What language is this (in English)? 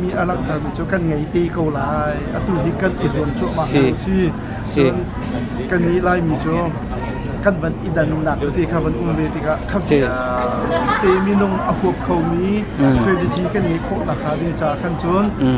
Hakha Chin